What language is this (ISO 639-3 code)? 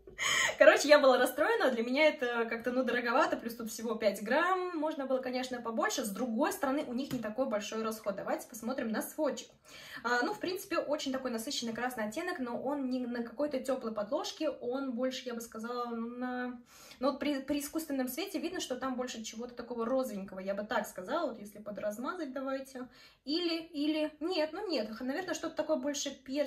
rus